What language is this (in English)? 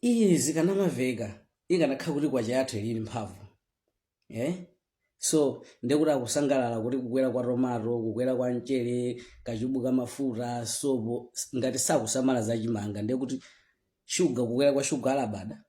Nyanja